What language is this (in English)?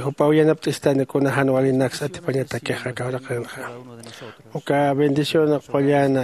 Aymara